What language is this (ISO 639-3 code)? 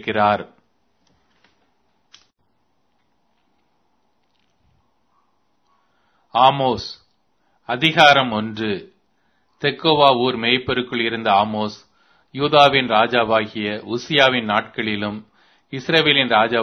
tam